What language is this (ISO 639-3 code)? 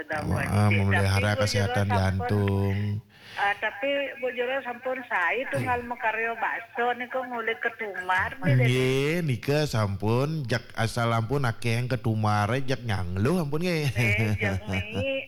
ban